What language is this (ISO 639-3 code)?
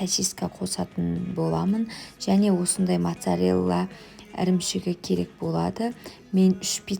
kaz